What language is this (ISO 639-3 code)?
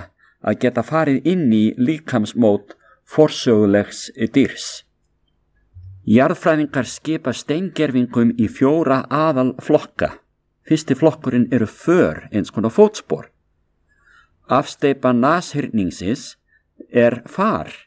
isl